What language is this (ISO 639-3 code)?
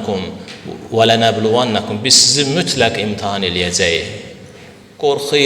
aze